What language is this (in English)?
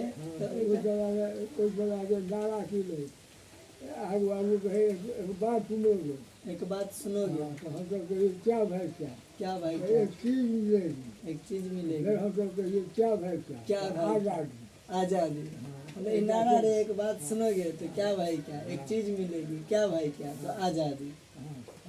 Maithili